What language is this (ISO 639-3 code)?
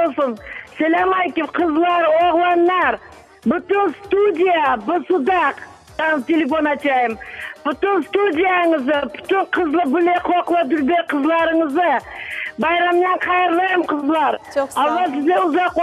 crh